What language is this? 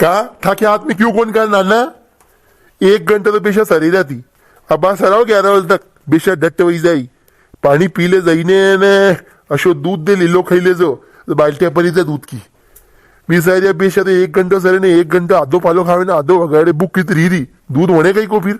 Rajasthani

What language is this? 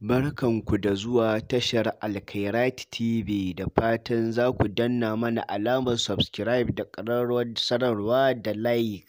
Hausa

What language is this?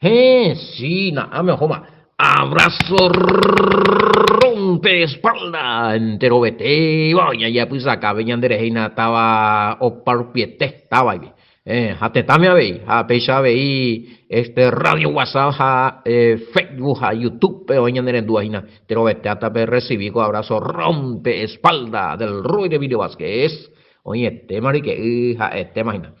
Guarani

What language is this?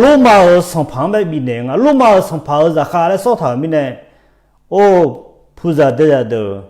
Akha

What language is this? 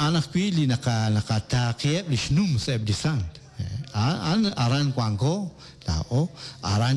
Kekchí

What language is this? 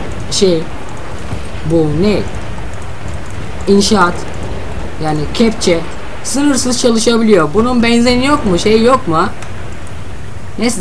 Turkish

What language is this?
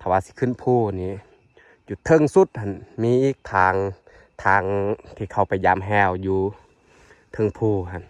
Lao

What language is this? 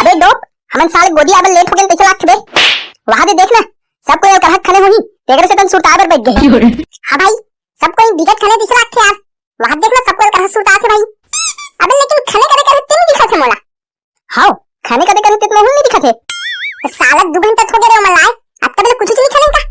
Chhattisgarhi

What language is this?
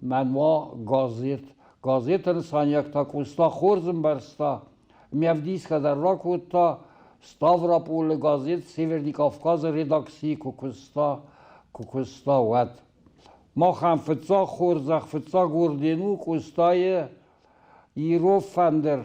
Ossetic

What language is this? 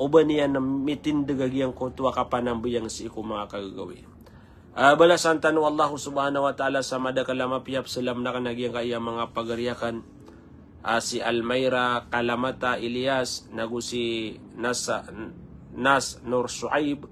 Maranao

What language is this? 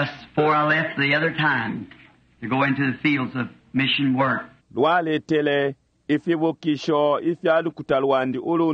Bemba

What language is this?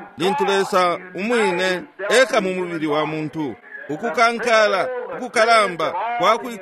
Bemba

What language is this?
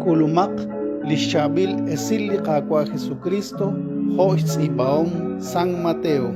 Kekchí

